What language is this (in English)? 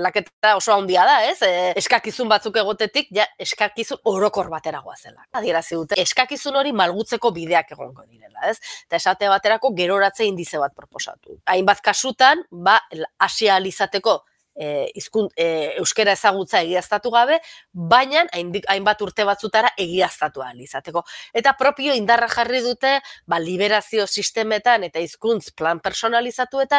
Basque